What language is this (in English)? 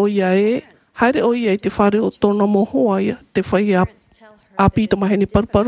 Tahitian